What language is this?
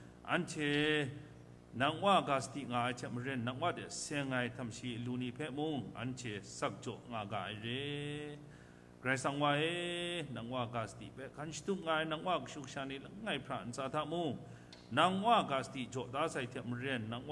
Kachin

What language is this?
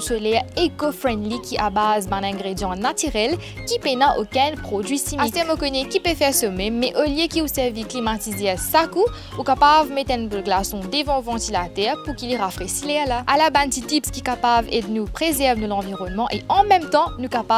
Morisyen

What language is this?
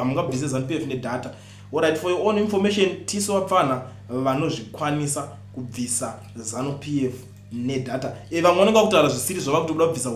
Shona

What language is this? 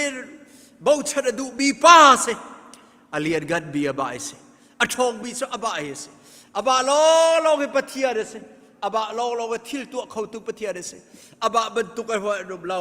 Hakha Chin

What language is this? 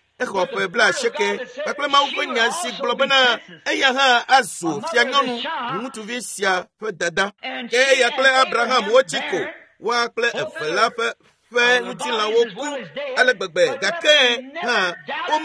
Ewe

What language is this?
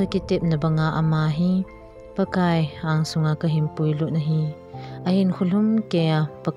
Thado Chin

